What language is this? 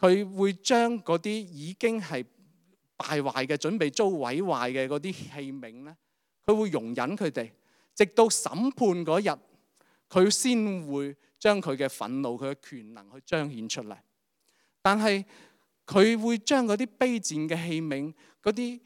Cantonese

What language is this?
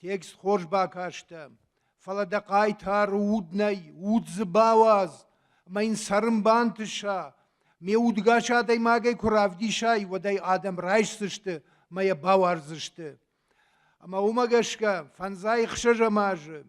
Ossetic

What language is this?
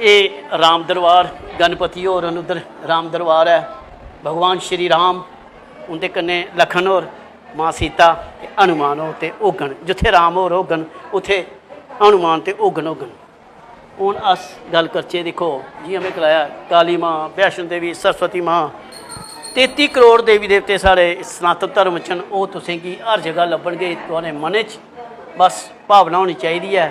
Dogri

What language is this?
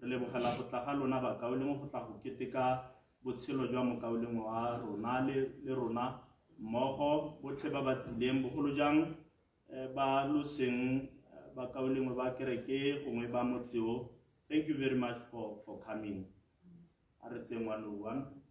Tswana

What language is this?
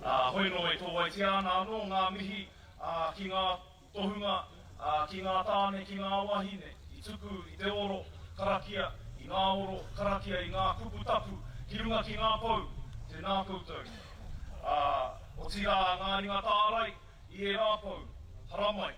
Māori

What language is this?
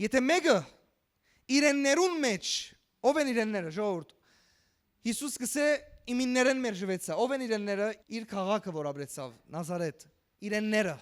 Western Armenian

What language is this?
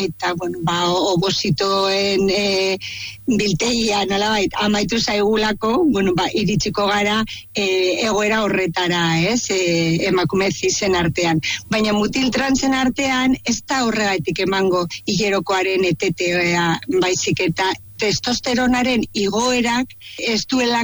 Basque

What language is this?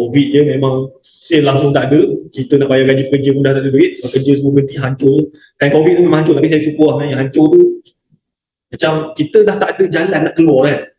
Malay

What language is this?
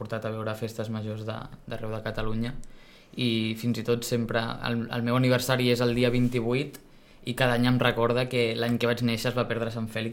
Catalan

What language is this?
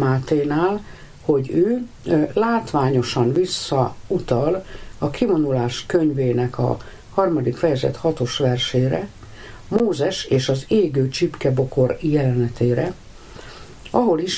Hungarian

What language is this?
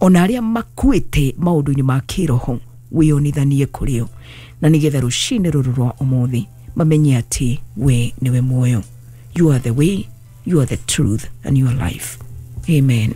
Kikuyu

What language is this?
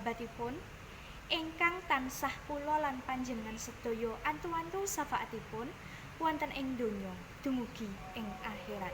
Javanese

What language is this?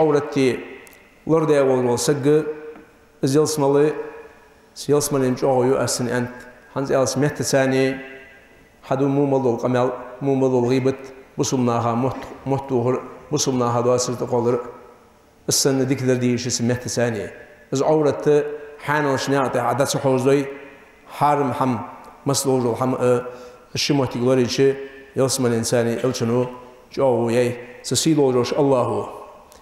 Ingush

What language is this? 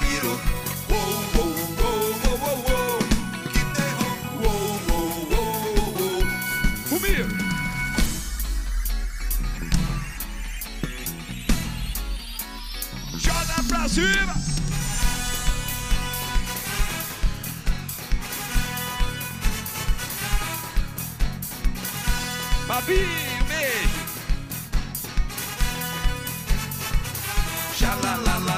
Portuguese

